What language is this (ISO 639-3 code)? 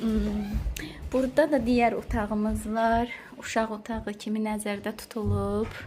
aze